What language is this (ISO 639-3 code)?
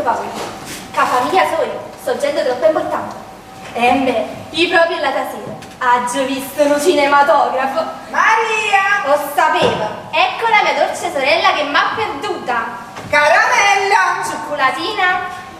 nap